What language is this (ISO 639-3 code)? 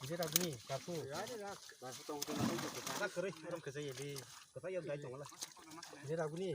trp